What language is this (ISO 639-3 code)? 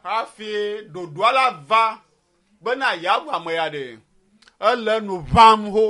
ewe